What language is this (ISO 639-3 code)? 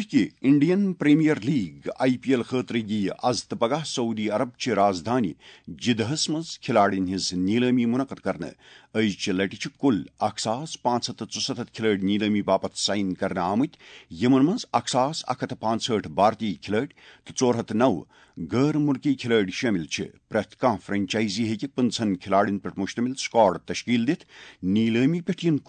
kas